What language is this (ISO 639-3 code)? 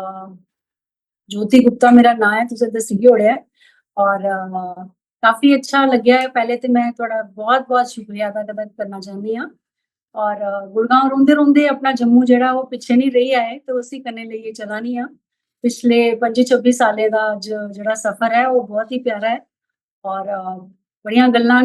doi